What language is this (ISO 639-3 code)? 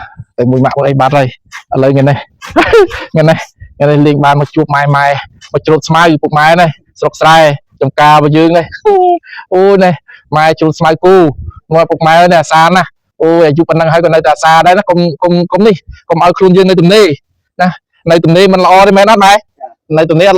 khm